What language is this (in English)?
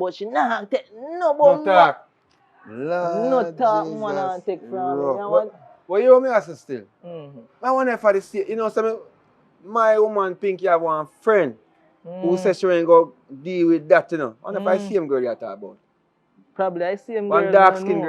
Jamaican Creole English